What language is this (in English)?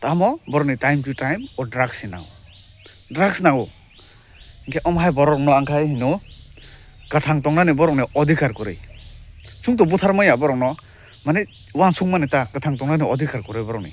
Kok Borok